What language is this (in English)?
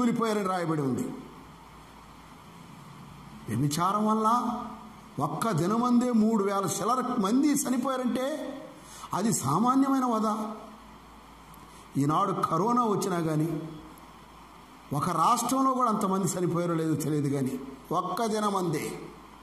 Telugu